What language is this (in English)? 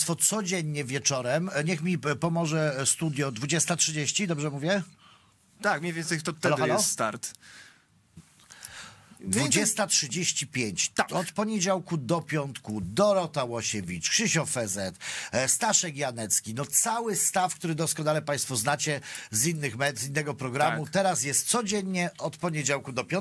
Polish